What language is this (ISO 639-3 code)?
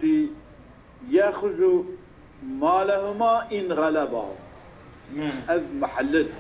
kur